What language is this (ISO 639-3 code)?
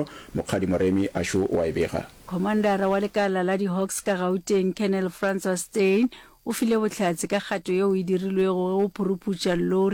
nso